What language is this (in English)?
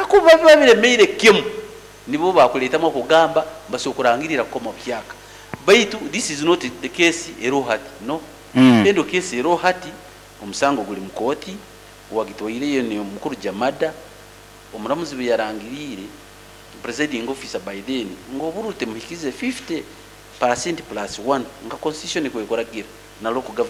Nyoro